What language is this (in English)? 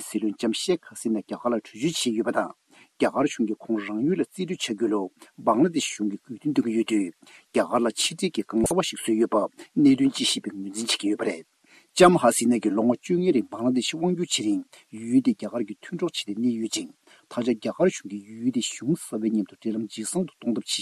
Tibetan